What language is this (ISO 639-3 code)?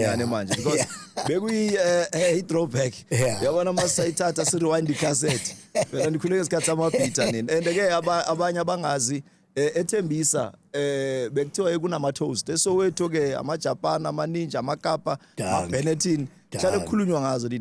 zul